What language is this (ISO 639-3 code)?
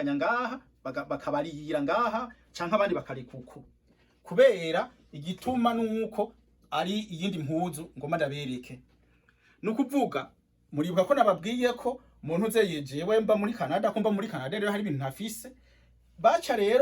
run